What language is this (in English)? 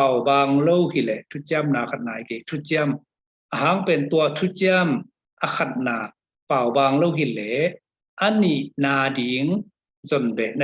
Tedim Chin